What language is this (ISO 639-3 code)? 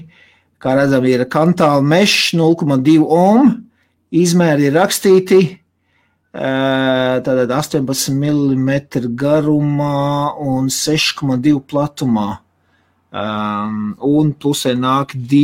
lav